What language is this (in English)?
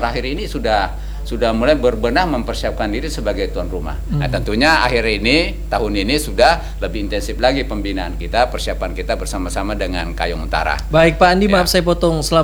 Indonesian